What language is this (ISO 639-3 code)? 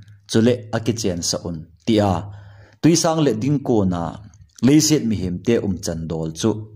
tcz